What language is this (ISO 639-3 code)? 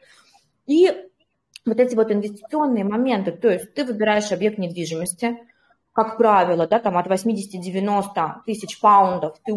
rus